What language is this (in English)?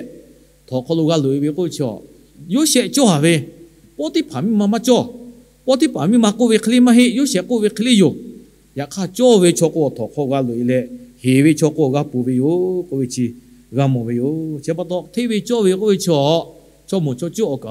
Lahu